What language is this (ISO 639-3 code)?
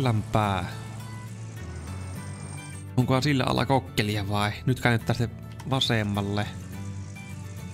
fin